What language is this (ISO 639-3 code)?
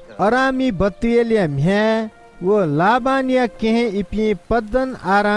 new